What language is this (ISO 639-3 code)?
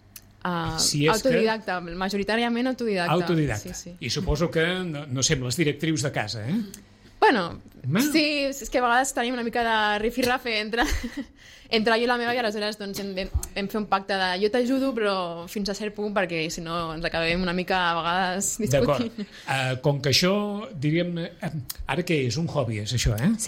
cat